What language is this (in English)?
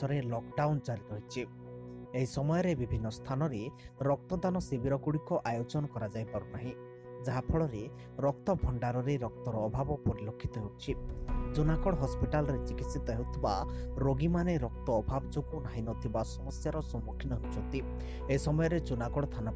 Odia